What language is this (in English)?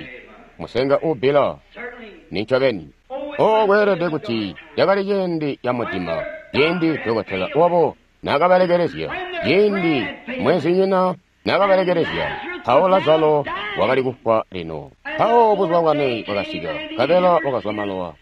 Tonga (Zambia)